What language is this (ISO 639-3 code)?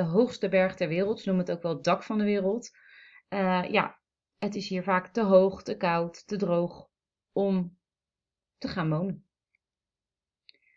nld